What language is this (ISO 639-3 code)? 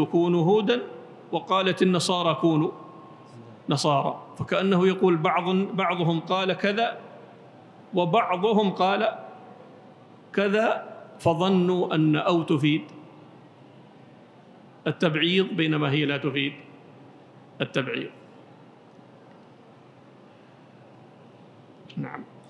ara